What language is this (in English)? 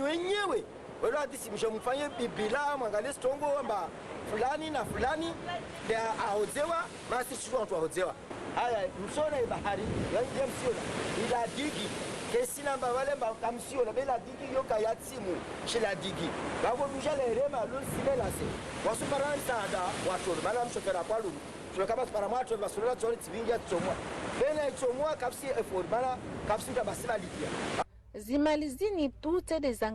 Ngazidja Comorian